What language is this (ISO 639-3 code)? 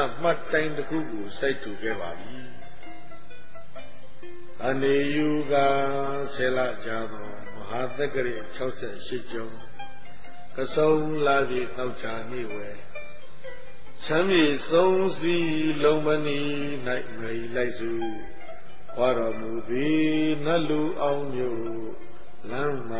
mya